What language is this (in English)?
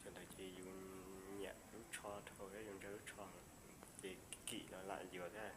Hmong